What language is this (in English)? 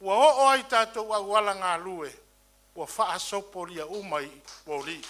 Samoan